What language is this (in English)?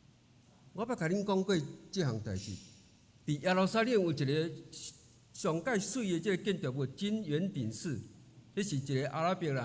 Min Nan Chinese